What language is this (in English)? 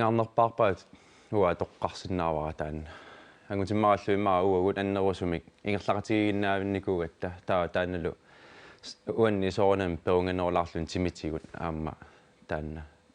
Kalaallisut